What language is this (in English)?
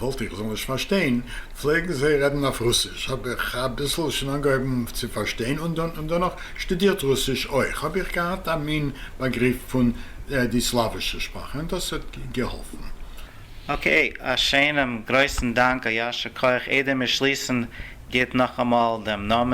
Yiddish